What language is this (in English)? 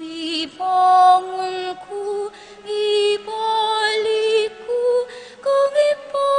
Pampanga